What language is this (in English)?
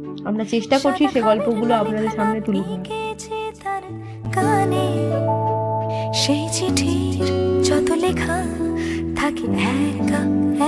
Bangla